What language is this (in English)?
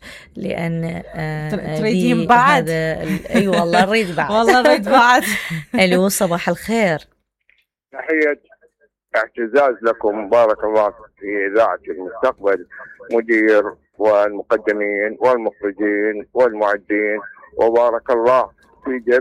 Mesopotamian Arabic